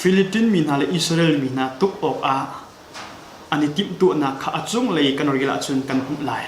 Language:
Hakha Chin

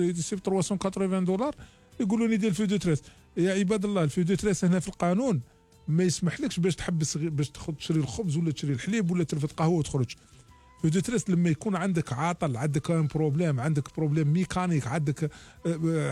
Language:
Algerian Arabic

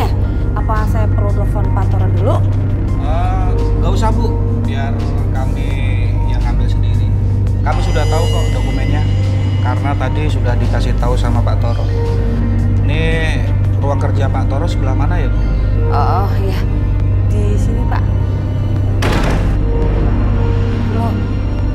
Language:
Indonesian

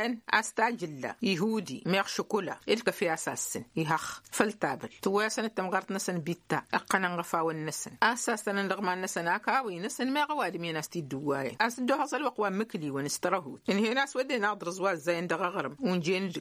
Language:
Tamasheq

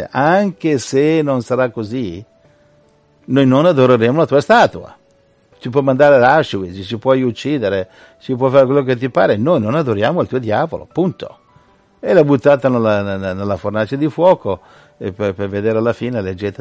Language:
Italian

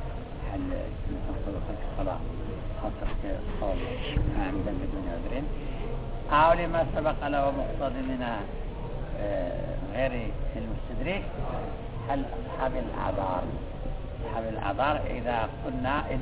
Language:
Arabic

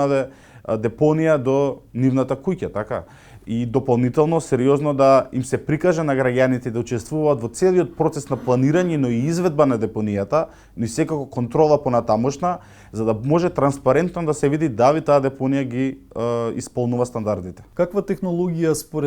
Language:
Macedonian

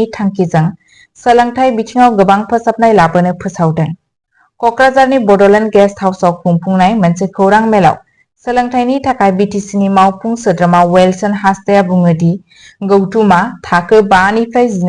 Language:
Bodo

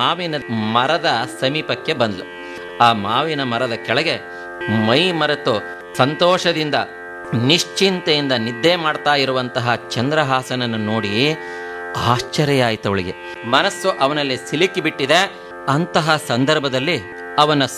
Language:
Kannada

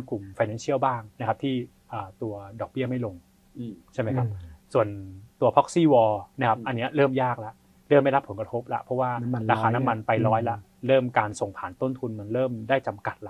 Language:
Thai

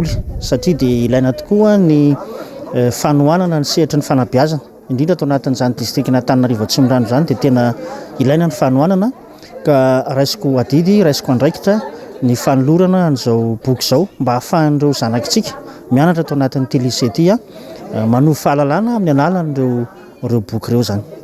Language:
Malagasy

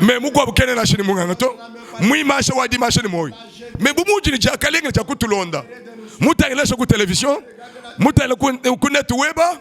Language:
Luba-Lulua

